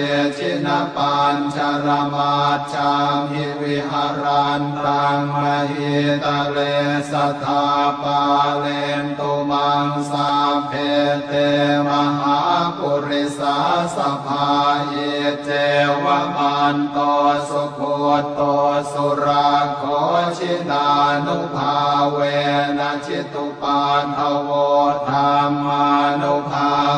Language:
Pali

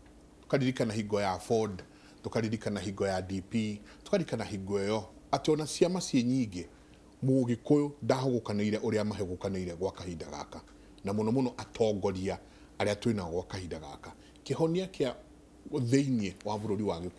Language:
Kikuyu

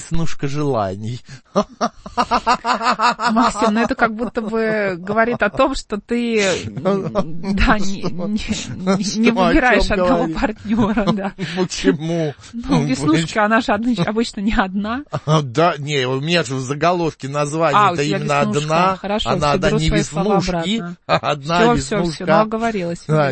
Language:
Russian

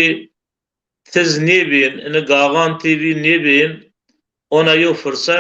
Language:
Zaza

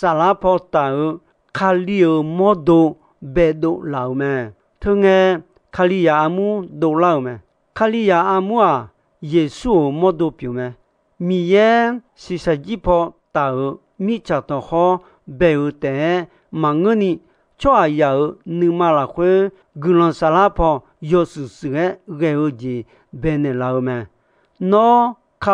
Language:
Akha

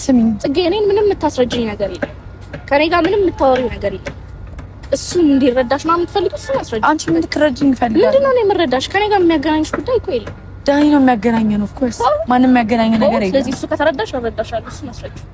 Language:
Amharic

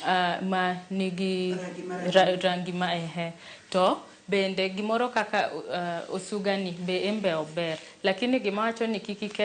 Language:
Luo (Kenya and Tanzania)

